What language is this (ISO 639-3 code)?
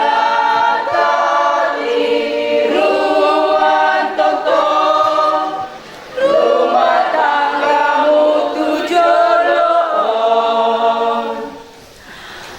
bbc